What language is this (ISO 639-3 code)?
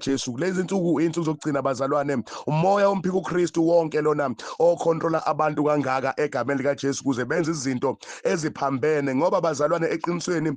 zul